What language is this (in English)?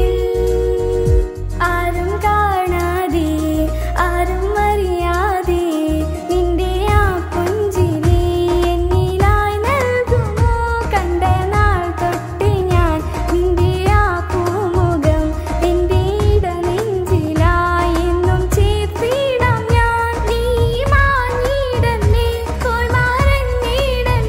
Malayalam